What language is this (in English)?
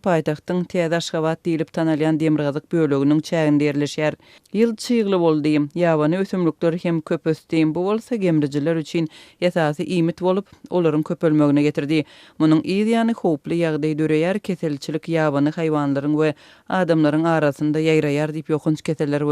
Turkmen